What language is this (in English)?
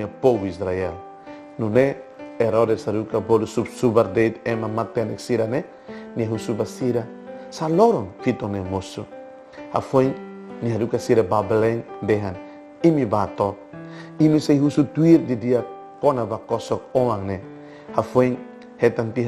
Tetum